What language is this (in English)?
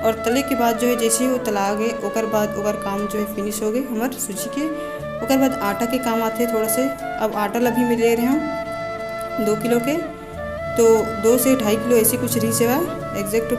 Chhattisgarhi